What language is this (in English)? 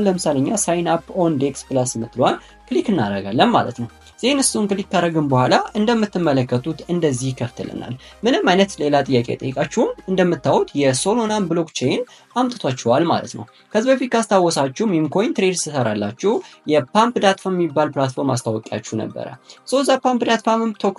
Amharic